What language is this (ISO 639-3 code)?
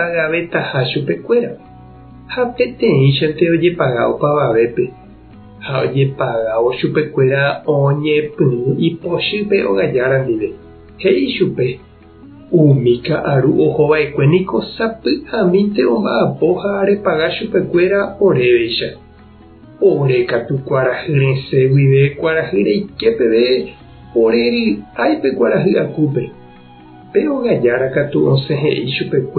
grn